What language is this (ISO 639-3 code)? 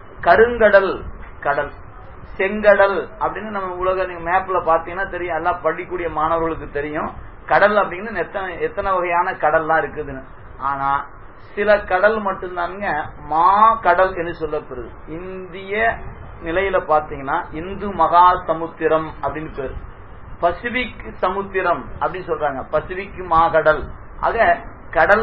tam